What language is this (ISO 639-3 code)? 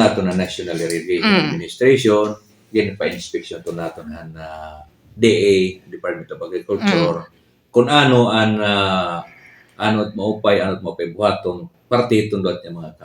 war